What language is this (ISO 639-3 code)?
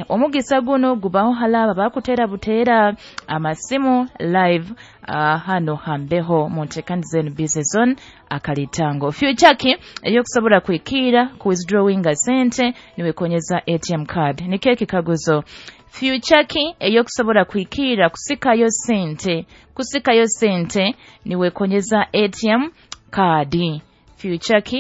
nyo